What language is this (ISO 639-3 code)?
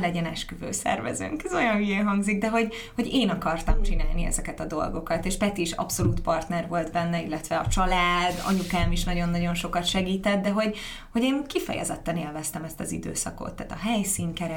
hun